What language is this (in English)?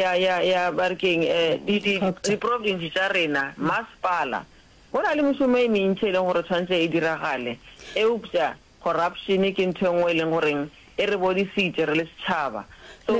Northern Sotho